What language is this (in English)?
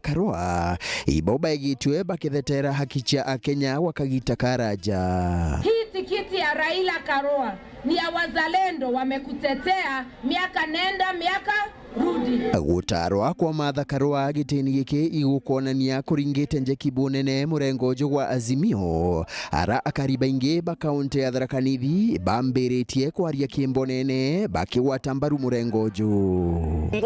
Meru